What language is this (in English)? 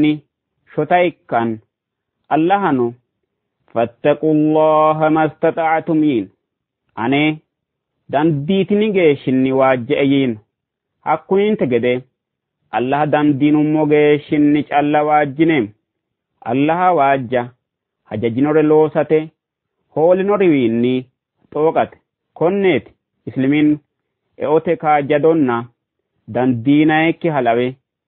Sidamo